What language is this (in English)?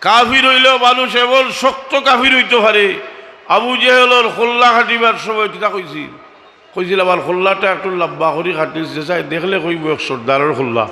Sylheti